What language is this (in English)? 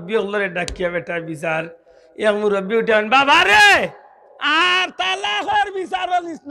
Sylheti